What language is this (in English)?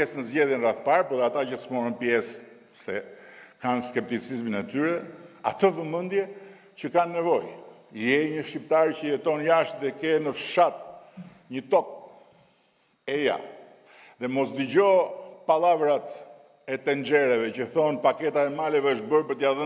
Albanian